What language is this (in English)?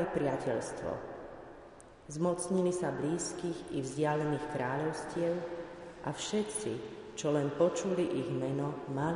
Slovak